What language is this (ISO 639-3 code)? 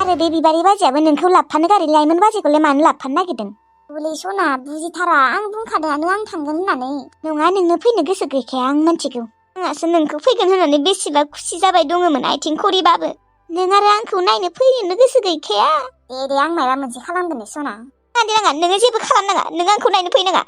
brx